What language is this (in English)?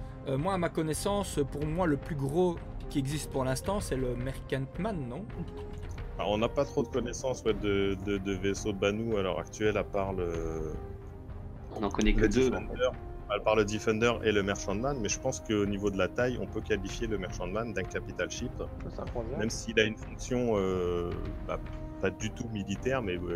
French